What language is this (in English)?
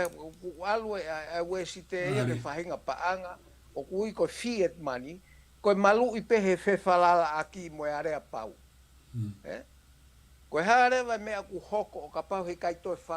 Tongan